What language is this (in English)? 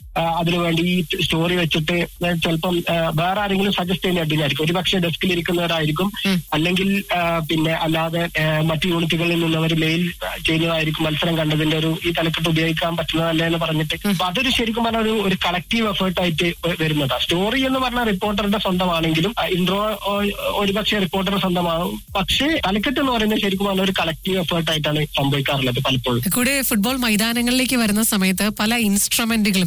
Malayalam